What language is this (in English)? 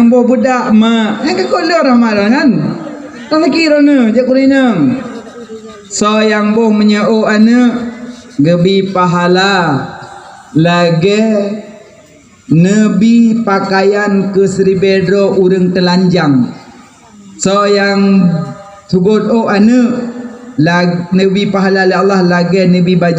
Achinese